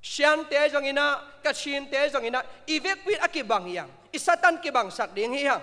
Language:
Tedim Chin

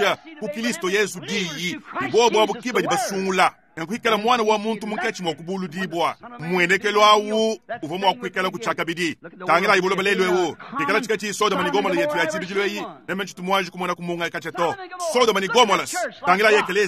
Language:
Luba-Lulua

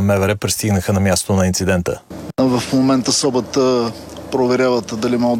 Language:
Bulgarian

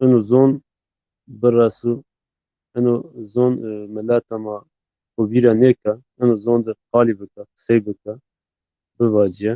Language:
Zaza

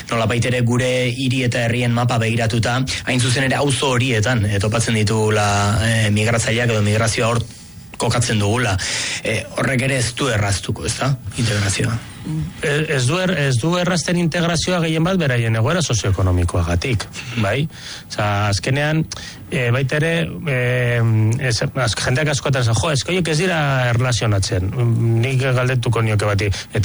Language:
Basque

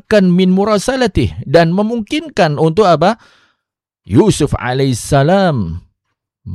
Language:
Indonesian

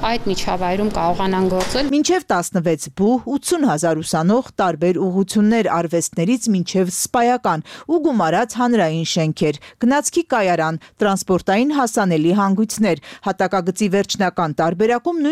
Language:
Armenian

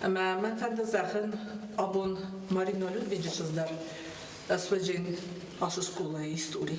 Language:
Ossetic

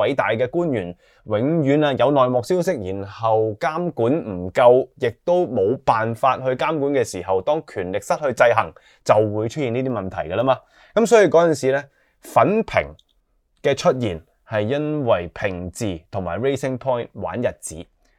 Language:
Cantonese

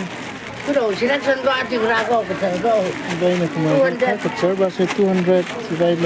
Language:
Tangkhul Naga (India)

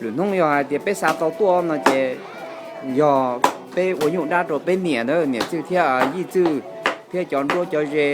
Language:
Hmong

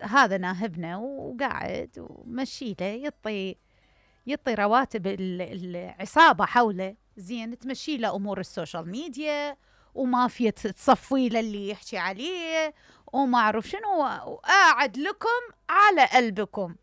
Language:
Mesopotamian Arabic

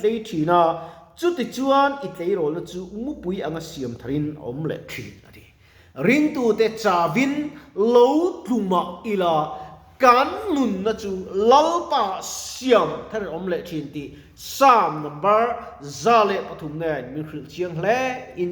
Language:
Mizo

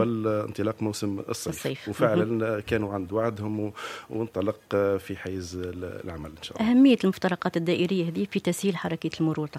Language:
Tunisian Arabic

